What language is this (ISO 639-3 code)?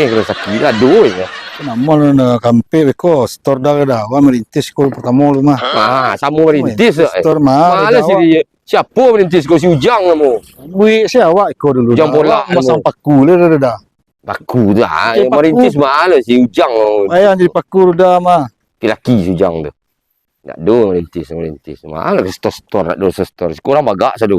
min